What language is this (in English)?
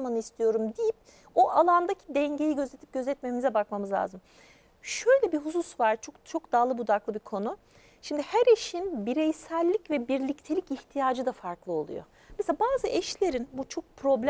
Turkish